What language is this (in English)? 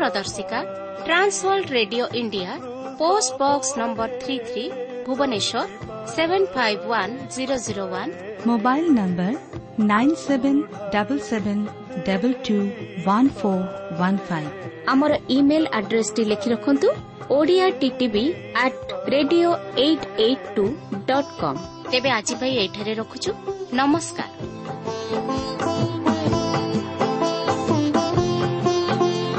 Odia